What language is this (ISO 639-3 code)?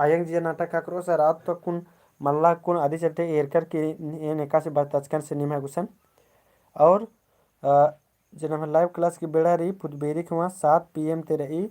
kru